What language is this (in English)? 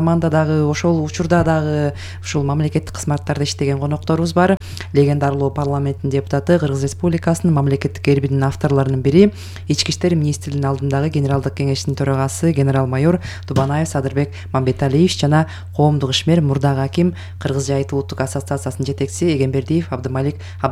Kyrgyz